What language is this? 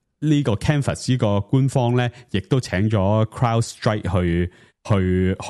Cantonese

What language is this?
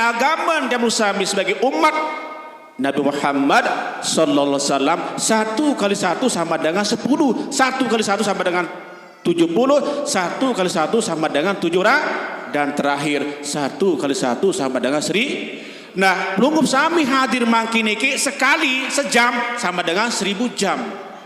Sasak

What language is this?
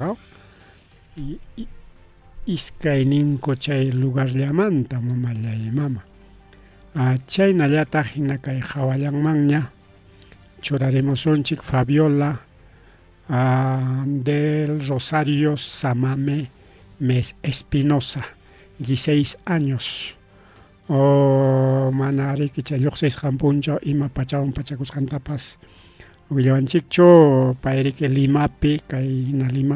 Ayacucho Quechua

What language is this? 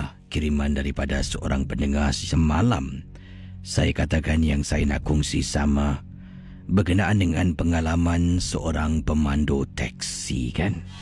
Malay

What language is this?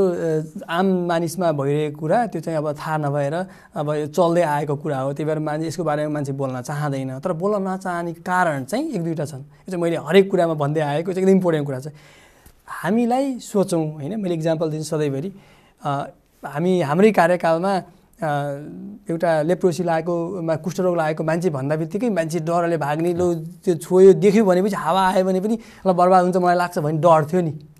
Nepali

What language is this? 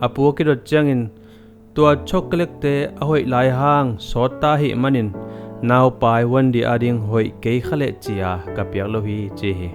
Tedim Chin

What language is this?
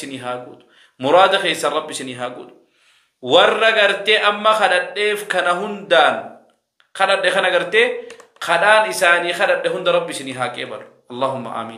Oromo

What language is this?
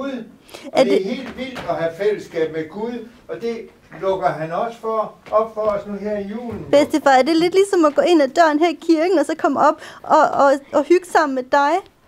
Danish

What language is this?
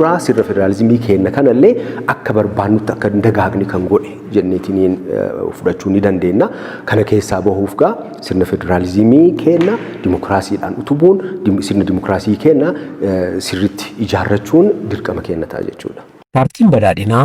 Oromo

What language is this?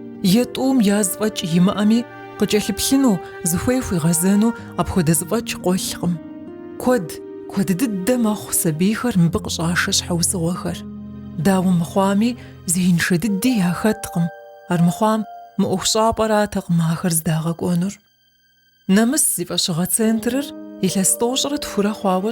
Kabardian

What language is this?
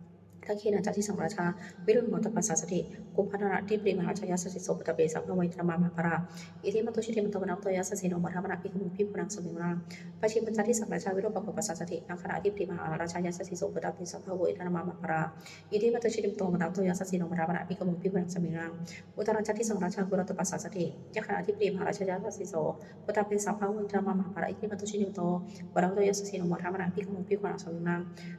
Pali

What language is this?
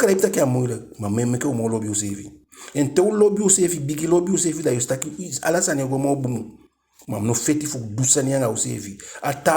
Eastern Maroon Creole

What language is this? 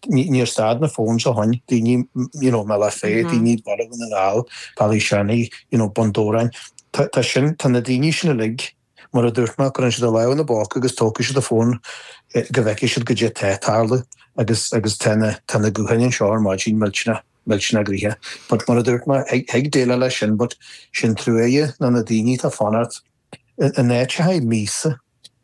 Irish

